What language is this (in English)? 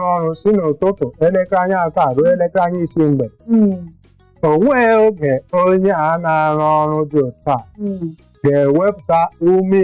Igbo